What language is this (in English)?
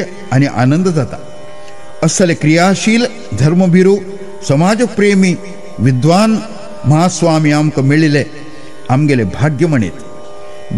Konkani